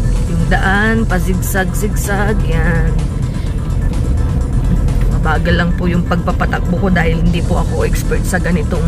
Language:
Filipino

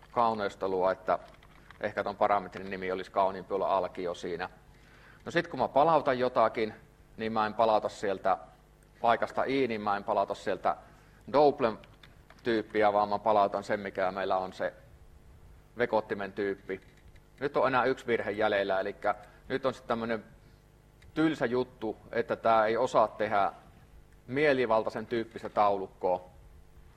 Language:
Finnish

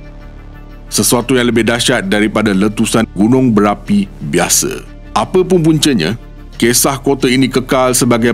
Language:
Malay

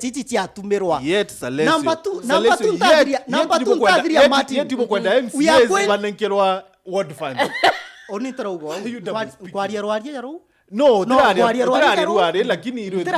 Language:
Meru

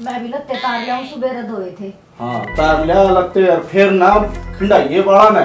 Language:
Haryanvi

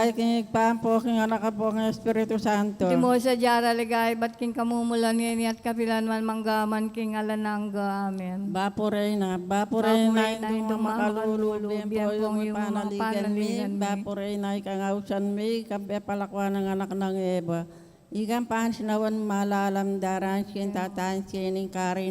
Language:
Pampanga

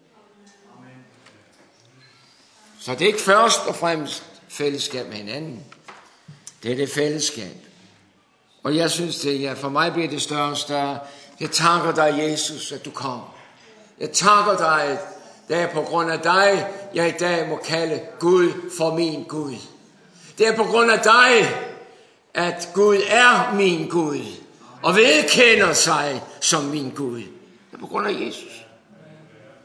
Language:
Danish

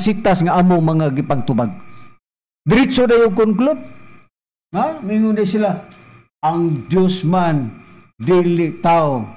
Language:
Cebuano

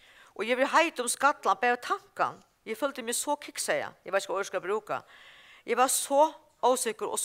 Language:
Faroese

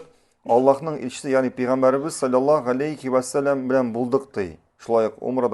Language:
Tatar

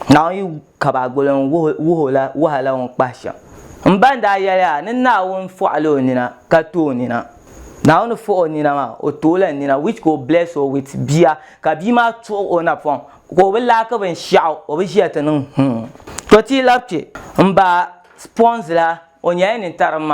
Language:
Dagbani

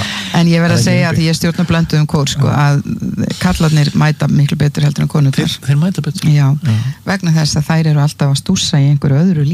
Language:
Icelandic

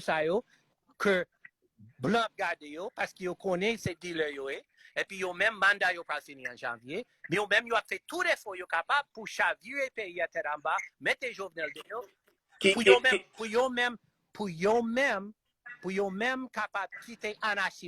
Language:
Haitian Creole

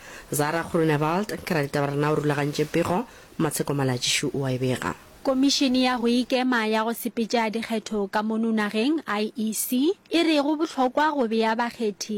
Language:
Northern Sotho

